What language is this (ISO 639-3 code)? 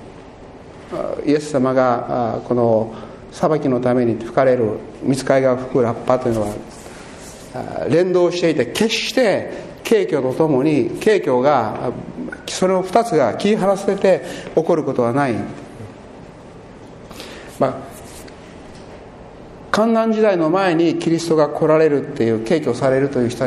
jpn